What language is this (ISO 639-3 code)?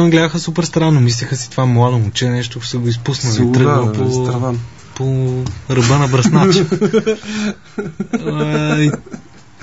bul